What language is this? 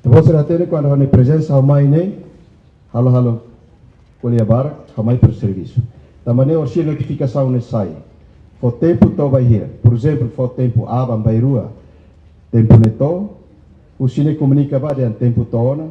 Tetum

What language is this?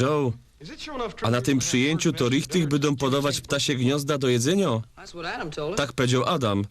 Silesian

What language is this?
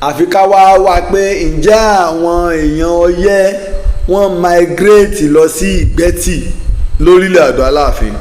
Yoruba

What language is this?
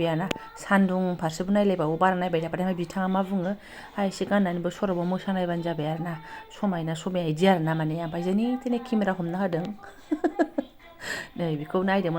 Bodo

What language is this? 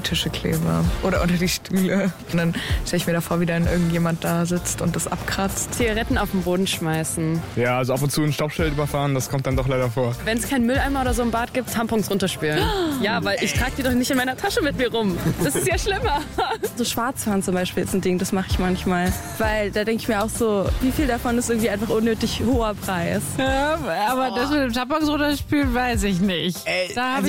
German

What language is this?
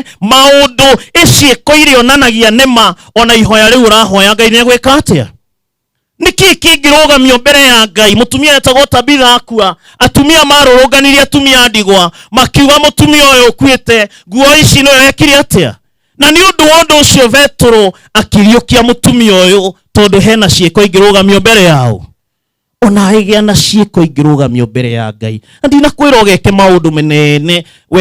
Kikuyu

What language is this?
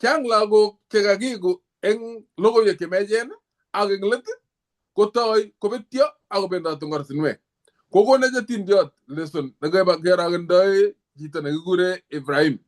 Kalenjin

